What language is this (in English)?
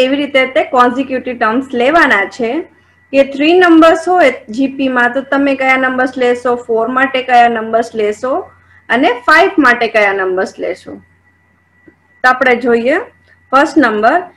Gujarati